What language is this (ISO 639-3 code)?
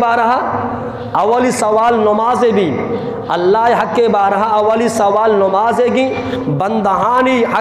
bgp